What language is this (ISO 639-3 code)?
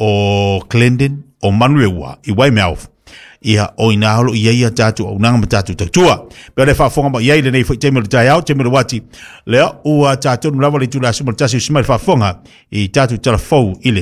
smo